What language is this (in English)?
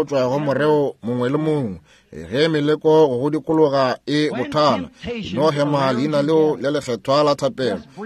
Northern Sotho